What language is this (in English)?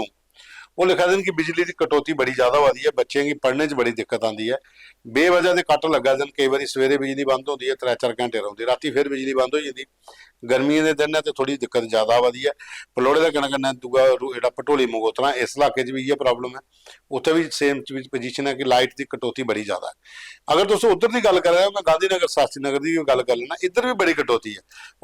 Dogri